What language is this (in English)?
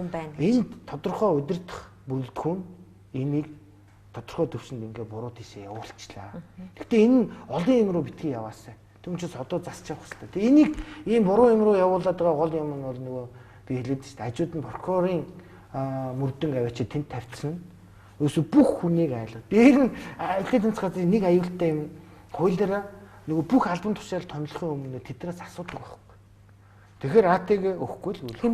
Mongolian